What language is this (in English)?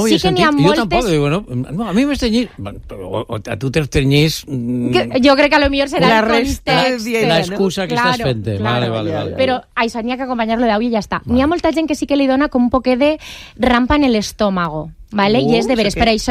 Catalan